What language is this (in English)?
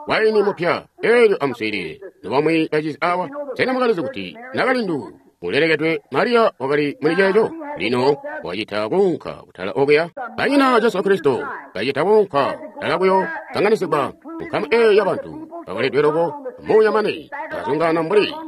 Tonga (Zambia)